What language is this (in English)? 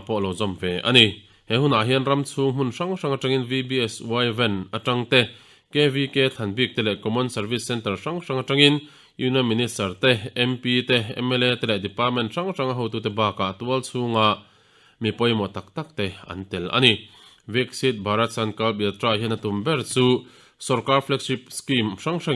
Mizo